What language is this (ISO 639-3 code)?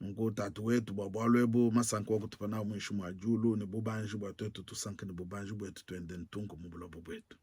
lua